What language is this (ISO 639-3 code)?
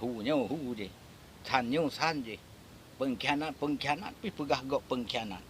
ace